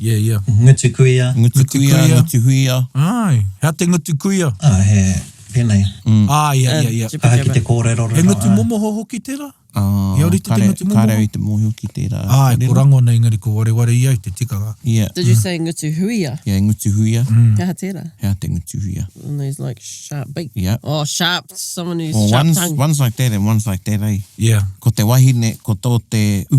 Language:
Māori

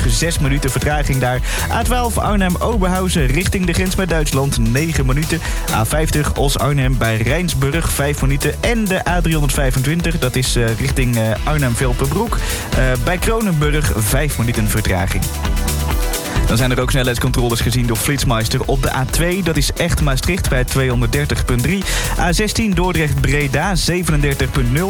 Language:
Dutch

